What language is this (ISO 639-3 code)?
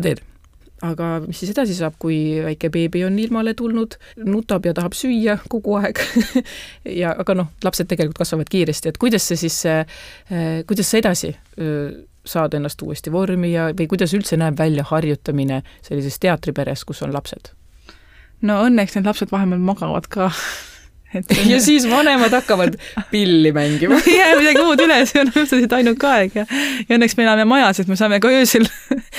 est